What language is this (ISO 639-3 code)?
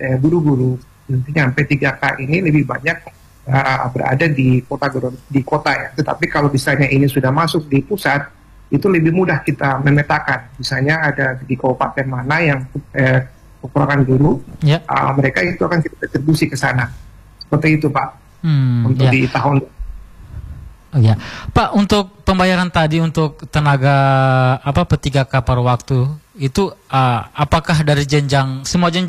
ind